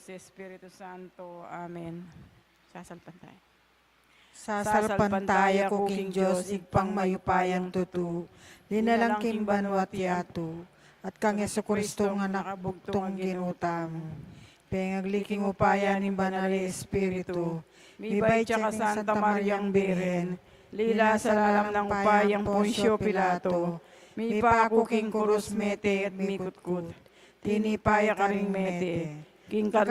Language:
Pampanga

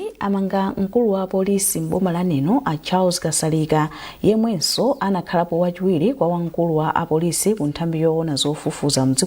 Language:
Nyanja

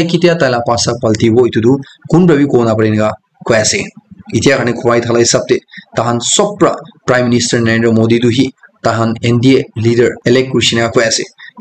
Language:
Naga Pidgin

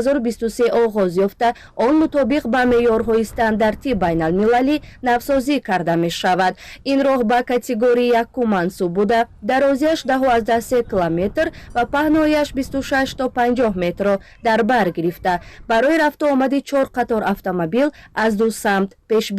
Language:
Tajik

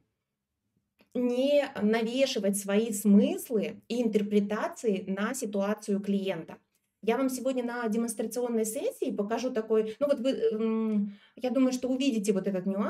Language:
Russian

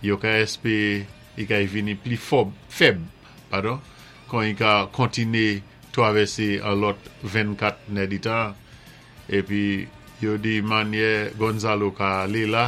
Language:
Saint Lucian Creole French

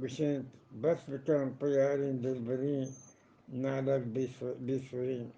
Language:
Eastern Balochi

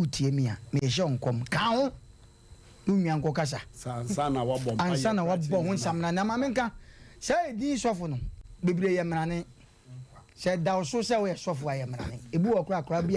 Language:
Akan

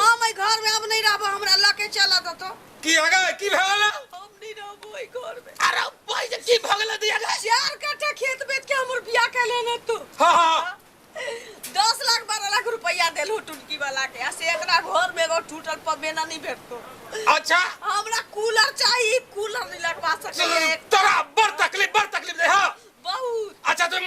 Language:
Maithili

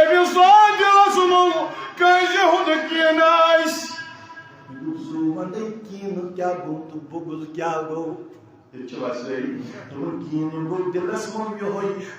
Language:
Kashmiri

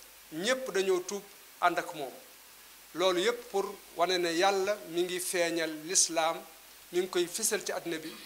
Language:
Wolof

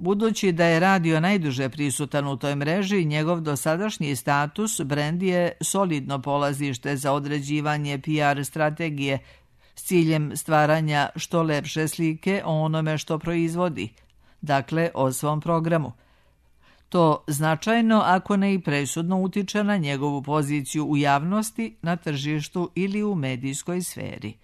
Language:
Serbian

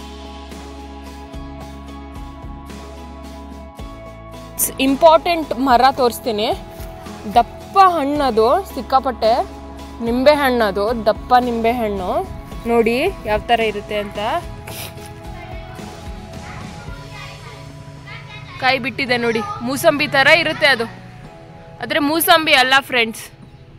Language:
Kannada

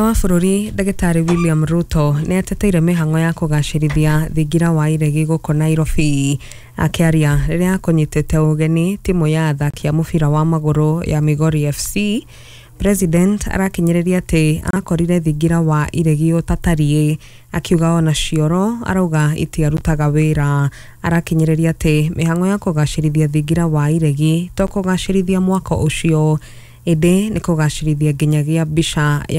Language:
Kikuyu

